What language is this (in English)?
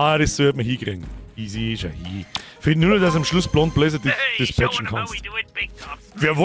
Bavarian